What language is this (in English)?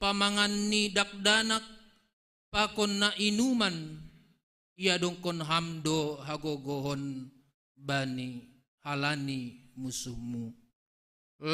Batak Simalungun